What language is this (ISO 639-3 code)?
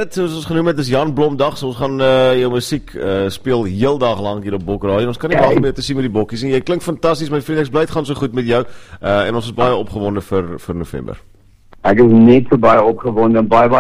afr